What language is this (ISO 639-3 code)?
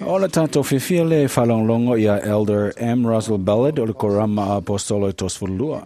smo